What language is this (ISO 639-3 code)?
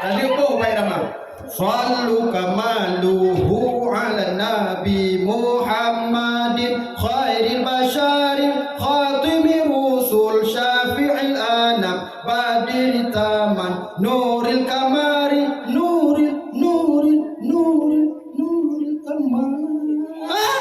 ace